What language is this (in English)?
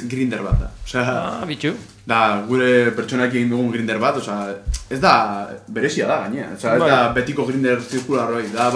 Basque